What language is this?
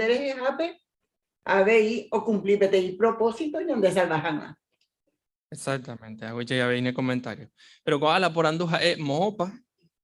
Guarani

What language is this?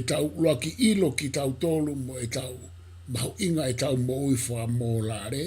Tongan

